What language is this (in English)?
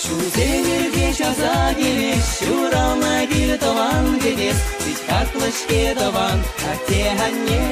Chuvash